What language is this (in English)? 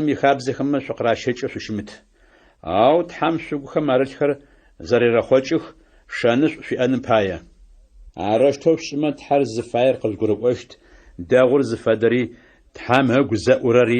Adyghe